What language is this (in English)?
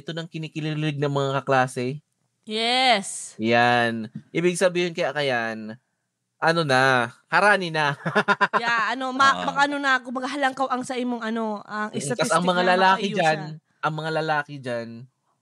Bikol